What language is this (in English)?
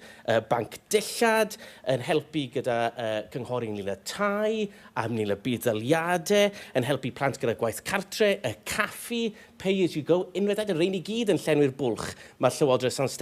Welsh